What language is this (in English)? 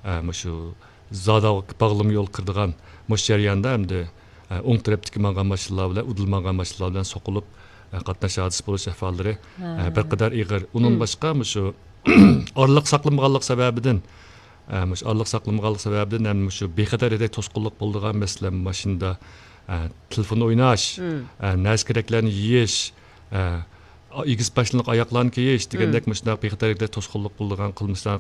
Uyghur